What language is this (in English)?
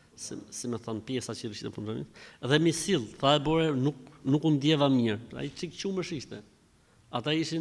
Albanian